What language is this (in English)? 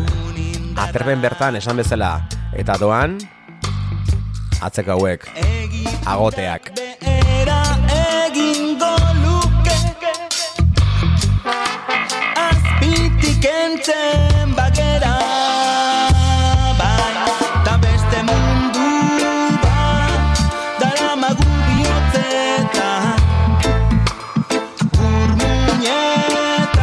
Basque